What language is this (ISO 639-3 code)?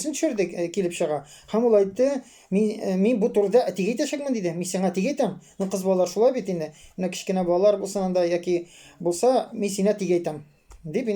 tat